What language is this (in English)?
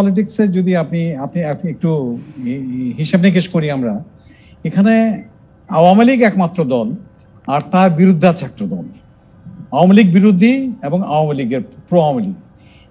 Bangla